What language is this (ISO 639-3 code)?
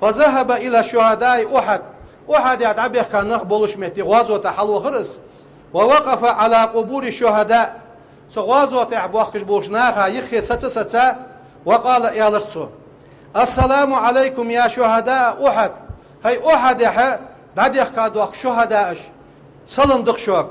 inh